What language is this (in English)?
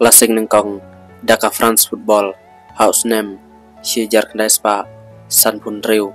Khasi